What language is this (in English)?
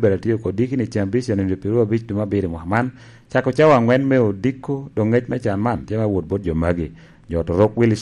Lango (Uganda)